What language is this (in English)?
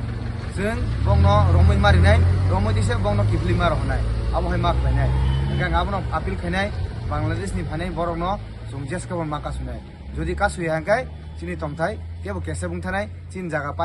Kok Borok